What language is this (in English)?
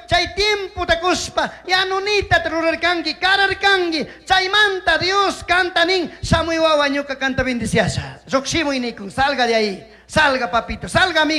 Chimborazo Highland Quichua